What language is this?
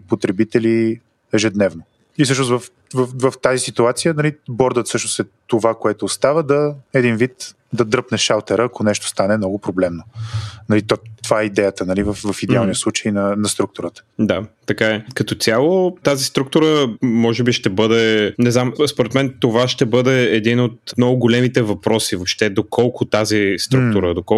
Bulgarian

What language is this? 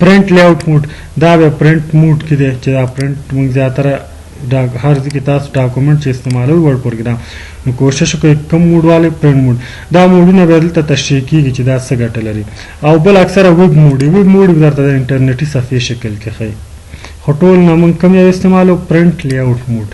Pashto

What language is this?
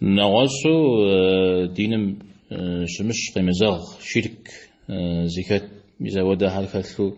Kabardian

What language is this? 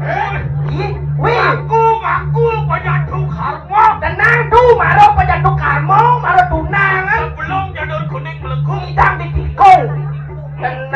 Balinese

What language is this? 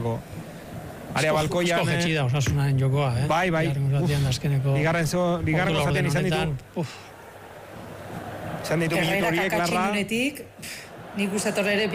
Basque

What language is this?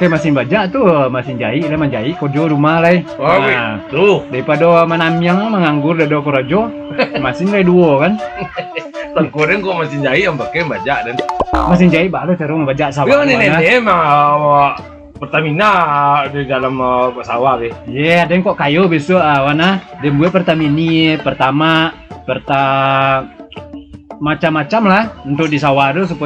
Minangkabau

